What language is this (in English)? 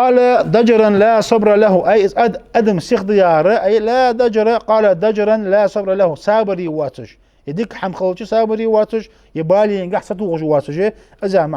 Ingush